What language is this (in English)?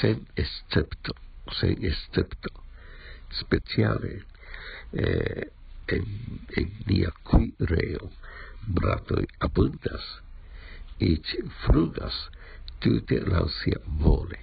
Esperanto